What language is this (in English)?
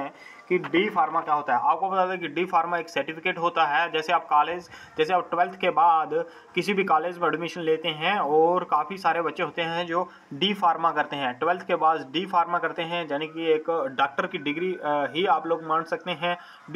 Hindi